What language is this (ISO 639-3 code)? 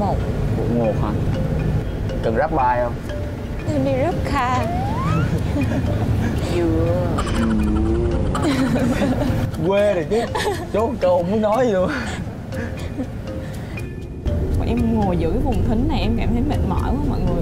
vie